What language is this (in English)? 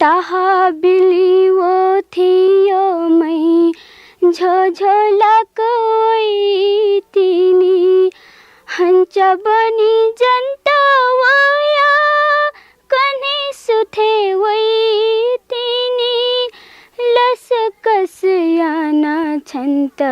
Newari